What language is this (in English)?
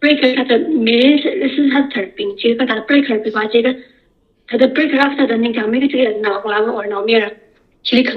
Tangkhul Naga (India)